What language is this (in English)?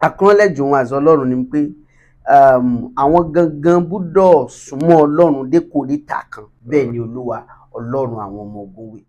Yoruba